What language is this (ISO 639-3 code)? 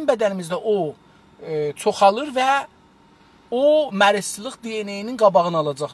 azb